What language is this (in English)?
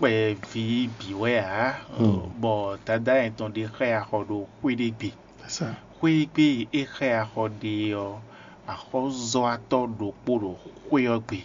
Fon